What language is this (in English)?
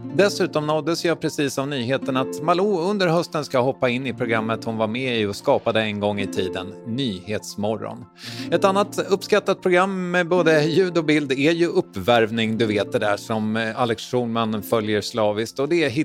Swedish